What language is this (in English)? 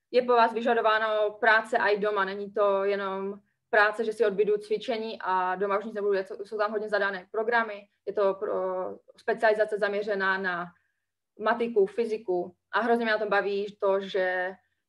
Czech